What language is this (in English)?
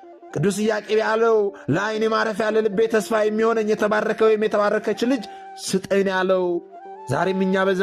Amharic